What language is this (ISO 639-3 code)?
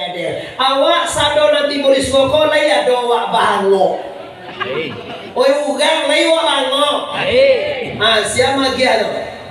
min